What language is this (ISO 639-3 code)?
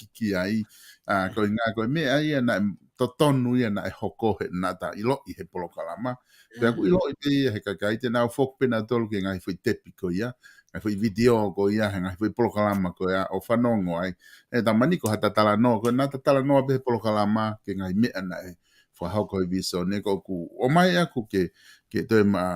ton